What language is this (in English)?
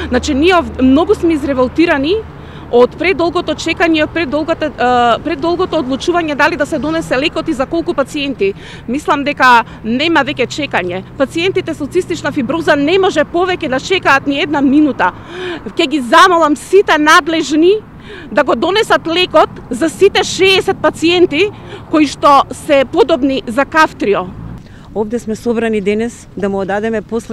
Macedonian